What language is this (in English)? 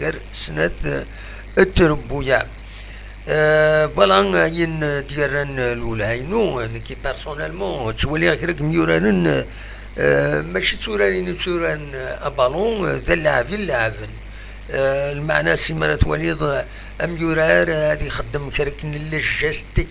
Kabyle